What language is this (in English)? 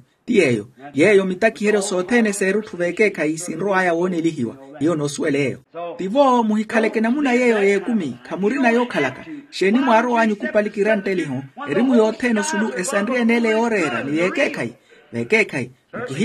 Makhuwa